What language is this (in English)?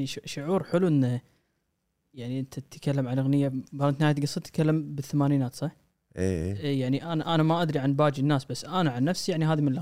Gulf Arabic